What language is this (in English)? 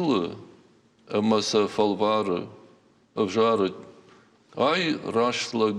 Ossetic